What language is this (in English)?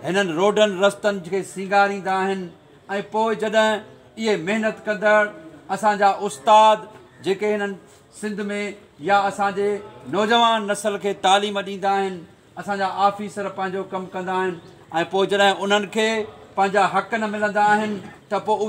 Sindhi